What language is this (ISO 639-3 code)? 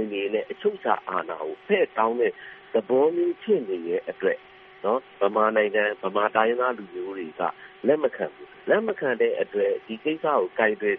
mya